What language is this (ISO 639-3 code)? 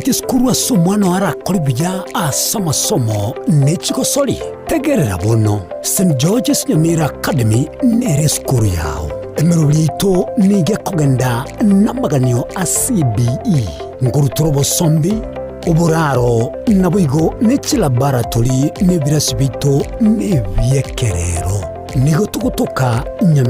guz